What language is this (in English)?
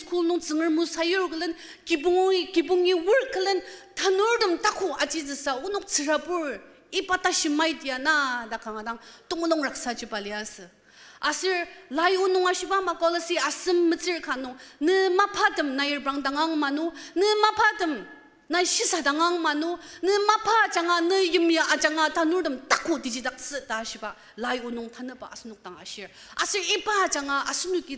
Ao Naga